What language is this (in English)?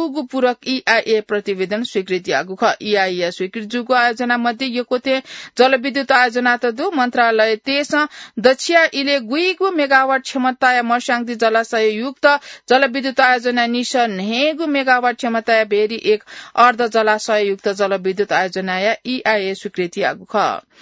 Newari